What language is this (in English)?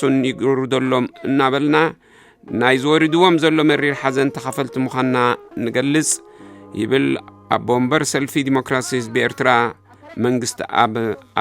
Tigrinya